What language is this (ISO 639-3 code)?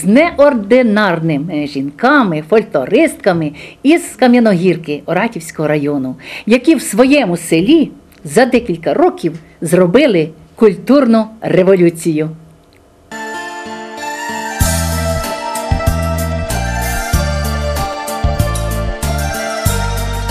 ukr